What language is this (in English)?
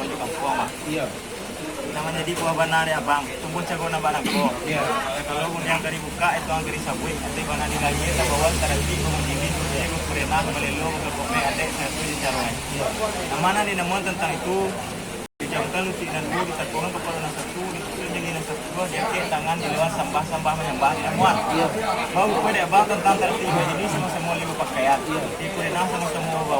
Minangkabau